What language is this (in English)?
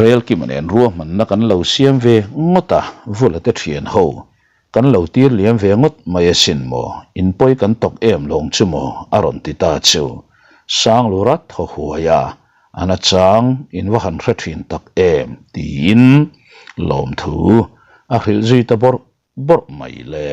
Mizo